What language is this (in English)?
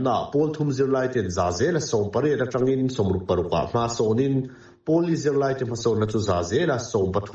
Mizo